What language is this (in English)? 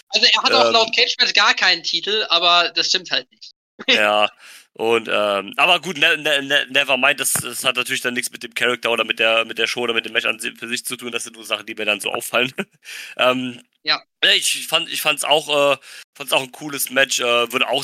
German